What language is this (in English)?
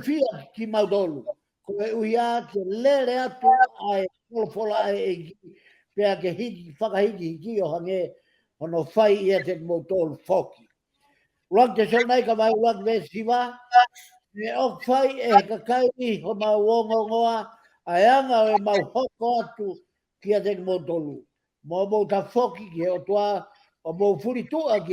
Tongan